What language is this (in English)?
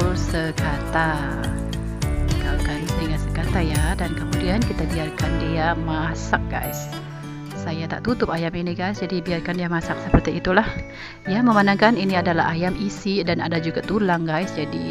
Malay